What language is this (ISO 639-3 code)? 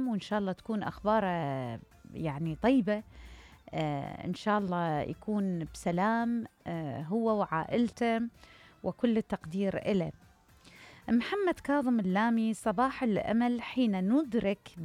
acm